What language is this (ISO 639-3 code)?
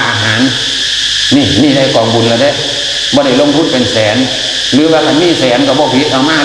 tts